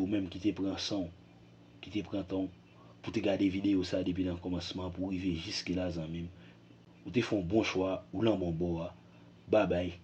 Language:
Haitian Creole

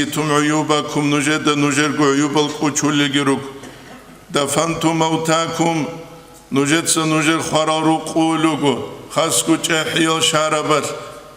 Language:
Avaric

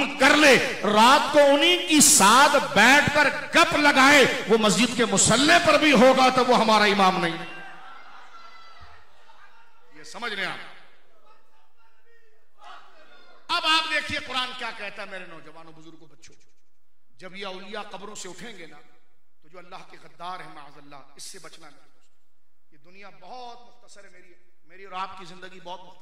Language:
Hindi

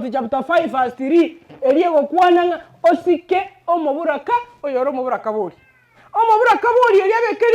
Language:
Gusii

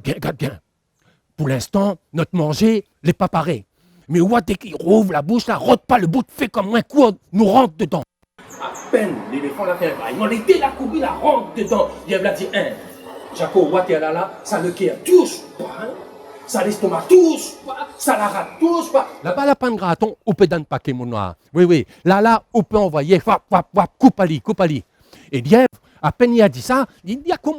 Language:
Réunion Creole French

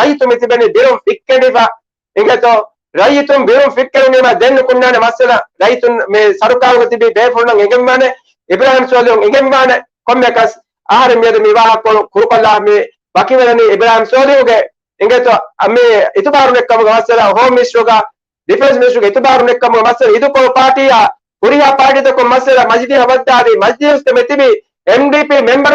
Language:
Divehi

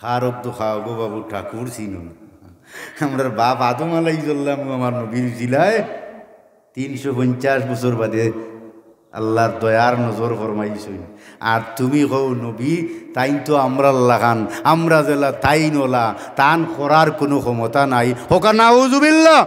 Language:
Sylheti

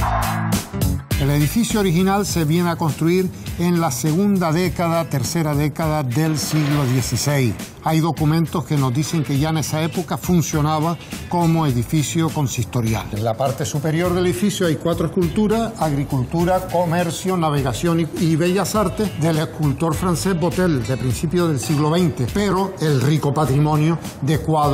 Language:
Spanish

